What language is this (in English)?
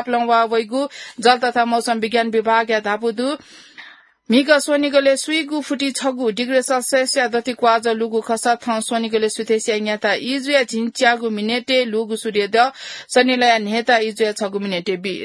Newari